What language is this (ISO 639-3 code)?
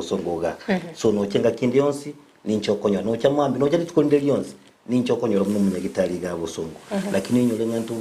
guz